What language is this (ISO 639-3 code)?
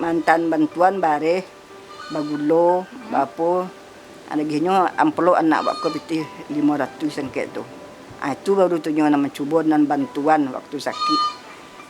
min